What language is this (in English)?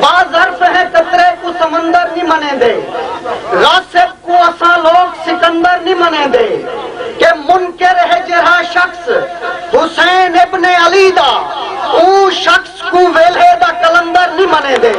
Saraiki